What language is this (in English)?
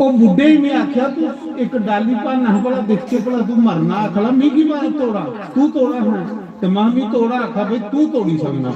Dogri